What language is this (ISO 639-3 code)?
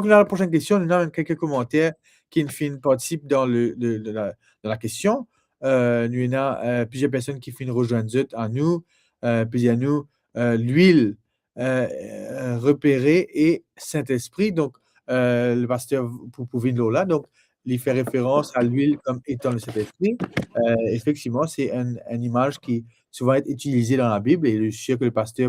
mfe